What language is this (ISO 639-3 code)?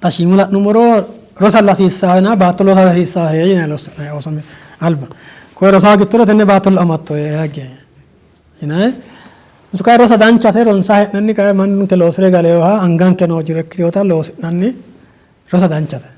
sid